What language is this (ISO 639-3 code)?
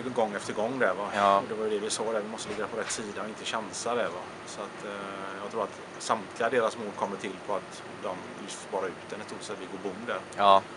swe